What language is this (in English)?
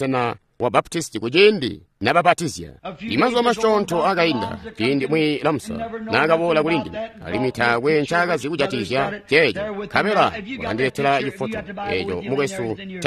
Tonga (Zambia)